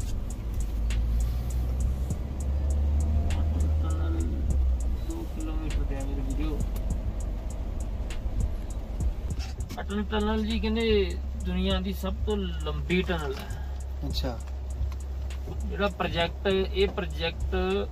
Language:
Punjabi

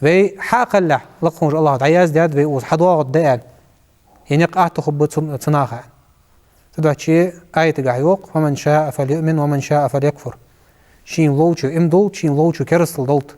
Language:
Ingush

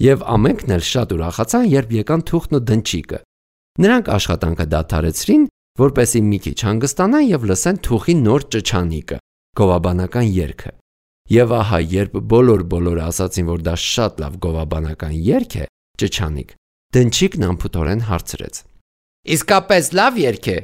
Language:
Armenian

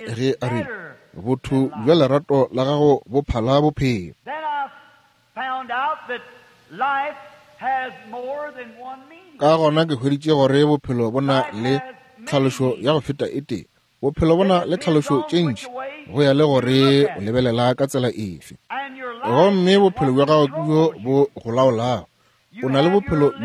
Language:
Northern Sotho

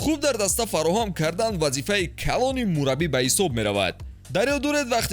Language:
Tajik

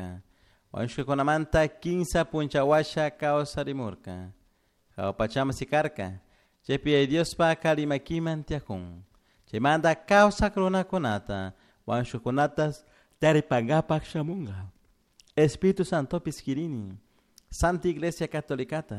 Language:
Chimborazo Highland Quichua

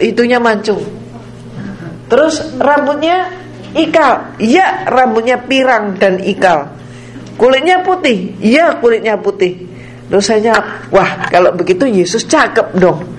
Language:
Indonesian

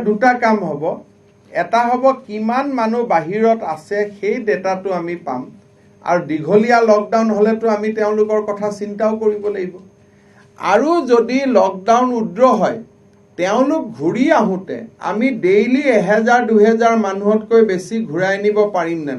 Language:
Assamese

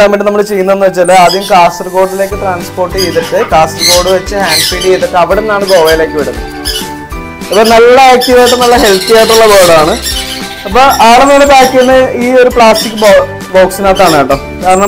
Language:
Malayalam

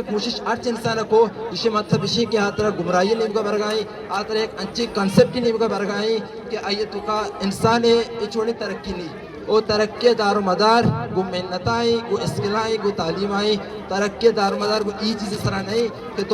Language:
Eastern Balochi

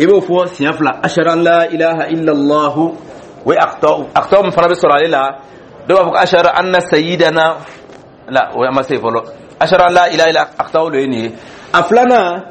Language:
Dyula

